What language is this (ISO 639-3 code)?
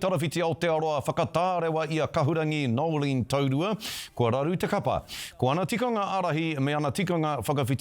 mri